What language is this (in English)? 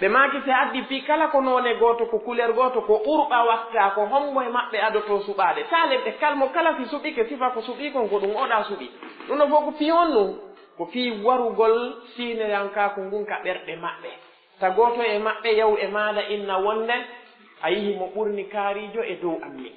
Pular